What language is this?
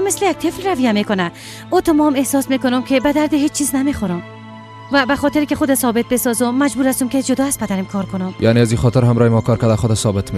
Persian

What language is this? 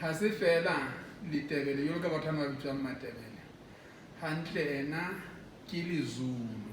Southern Sotho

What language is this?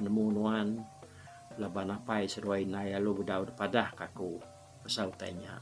Iban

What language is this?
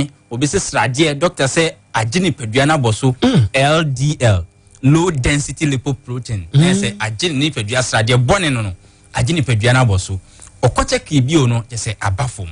Akan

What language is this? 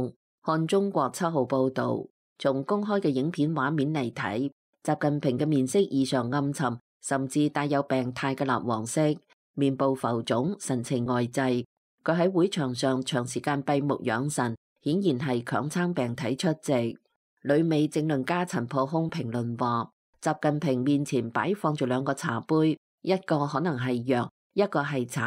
Cantonese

